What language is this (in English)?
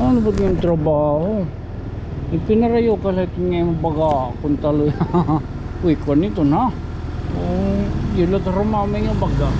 Waray